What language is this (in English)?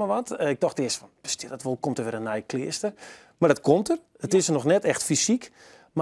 Western Frisian